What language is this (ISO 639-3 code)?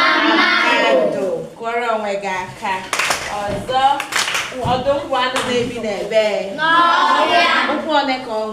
ibo